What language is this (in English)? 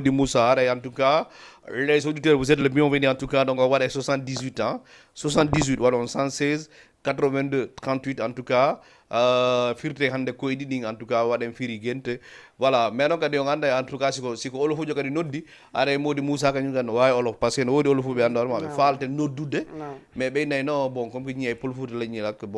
Fula